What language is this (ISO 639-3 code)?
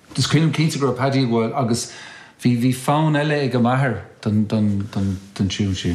gle